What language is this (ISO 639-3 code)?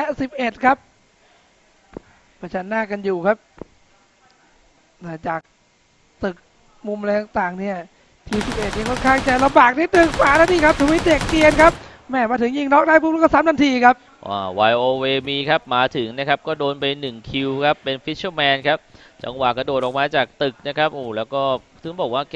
tha